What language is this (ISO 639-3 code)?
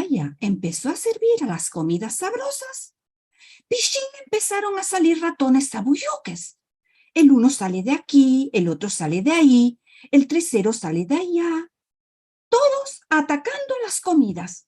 lad